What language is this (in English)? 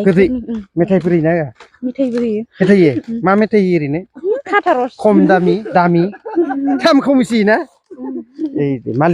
Bodo